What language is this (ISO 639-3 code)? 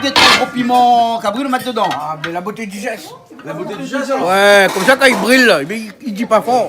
rcf